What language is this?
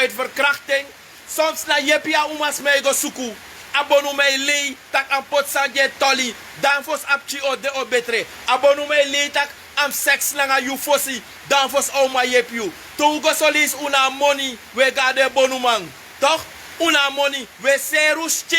Sranan Tongo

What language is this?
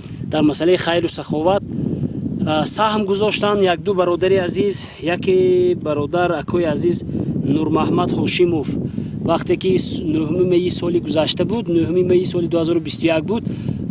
Tajik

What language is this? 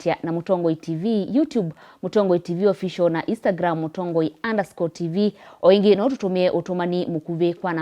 Kamba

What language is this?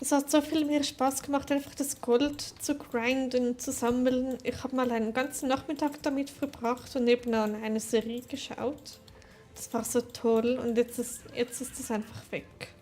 Swiss German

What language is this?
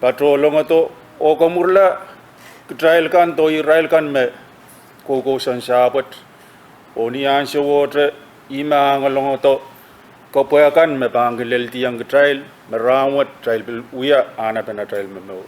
Pohnpeian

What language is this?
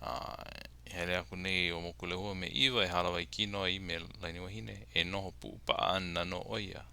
Hawaiian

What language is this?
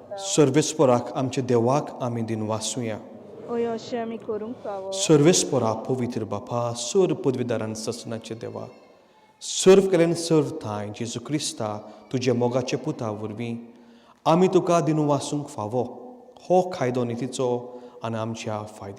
Konkani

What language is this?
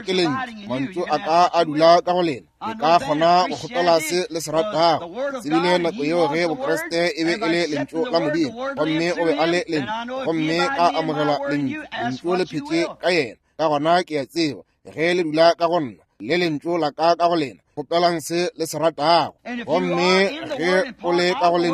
Northern Sotho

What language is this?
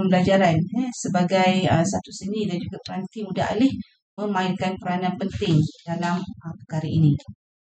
Malay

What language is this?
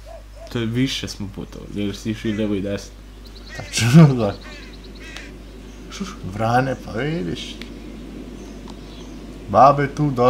Serbian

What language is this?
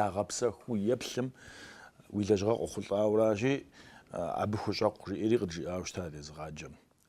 Kabardian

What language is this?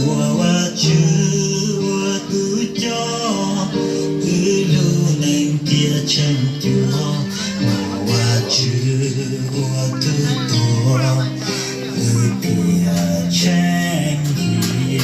Hmong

